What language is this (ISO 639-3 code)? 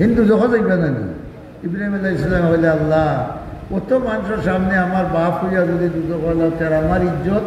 syl